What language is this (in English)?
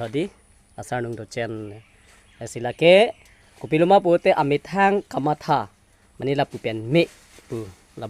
Karbi